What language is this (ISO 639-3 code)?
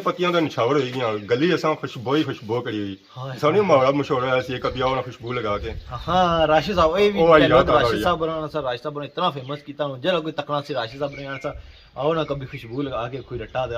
phr